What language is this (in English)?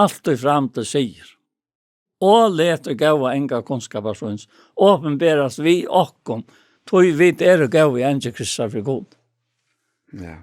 Faroese